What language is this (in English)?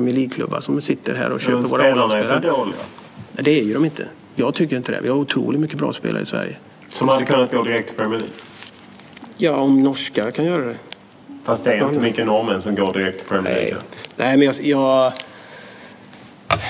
Swedish